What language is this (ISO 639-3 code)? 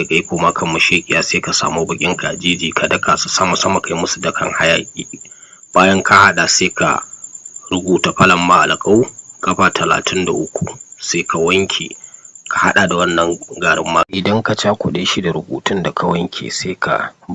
hau